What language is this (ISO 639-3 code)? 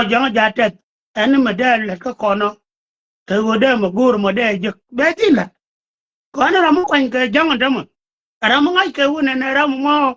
nus